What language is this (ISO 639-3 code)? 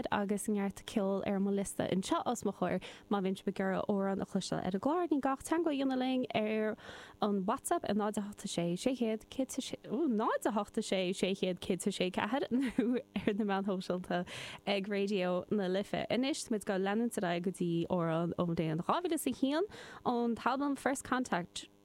gle